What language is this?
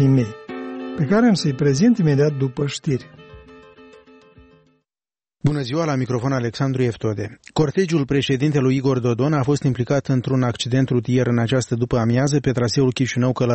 Romanian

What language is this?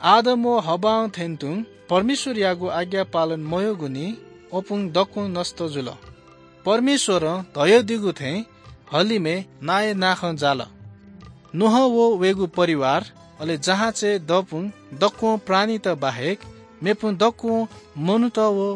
Newari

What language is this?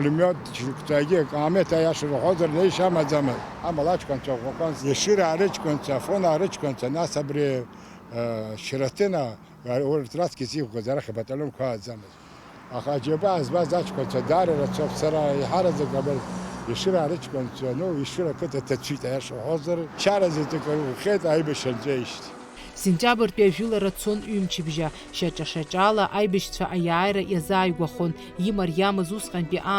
Abkhazian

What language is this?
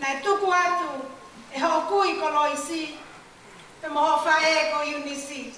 Tongan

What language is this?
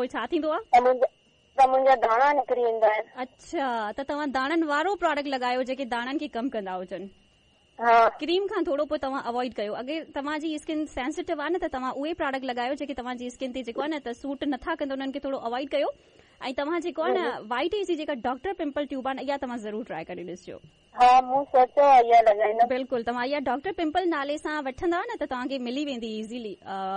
Sindhi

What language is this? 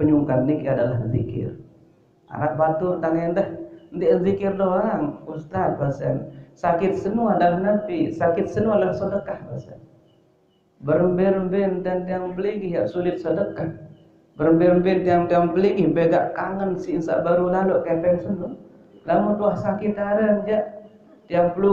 Sasak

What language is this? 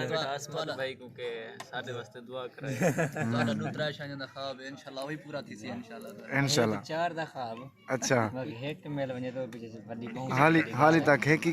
Saraiki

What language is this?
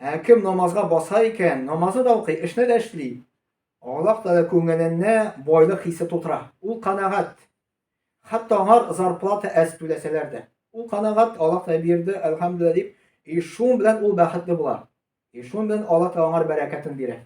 Tatar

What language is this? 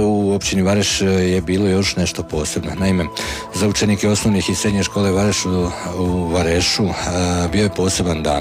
Bosnian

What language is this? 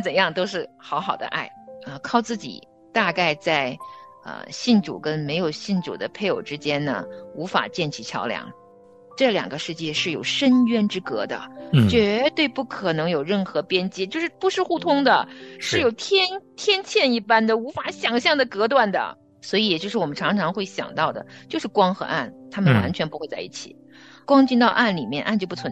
Chinese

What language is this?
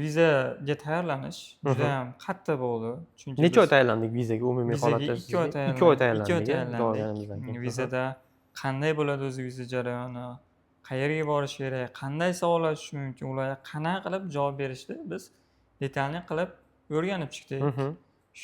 Uzbek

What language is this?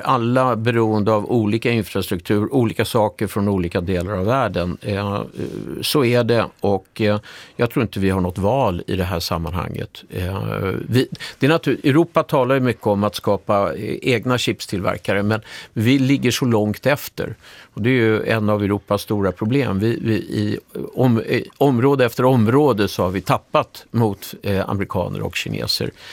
Swedish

